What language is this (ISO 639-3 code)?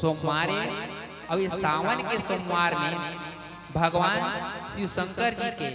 hne